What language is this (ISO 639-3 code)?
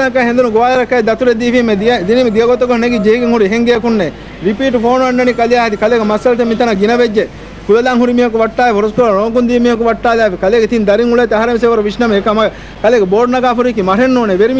div